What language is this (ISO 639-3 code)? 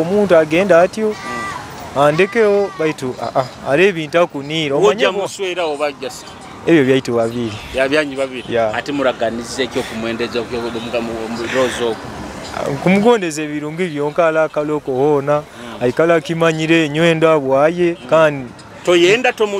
nyo